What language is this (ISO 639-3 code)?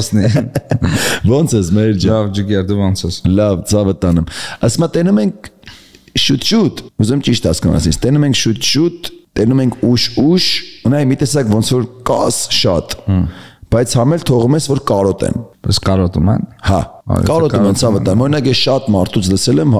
hye